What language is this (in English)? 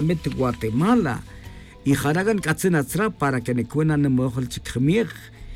Tz'utujil